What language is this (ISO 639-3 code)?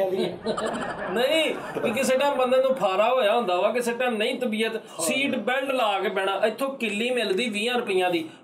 pan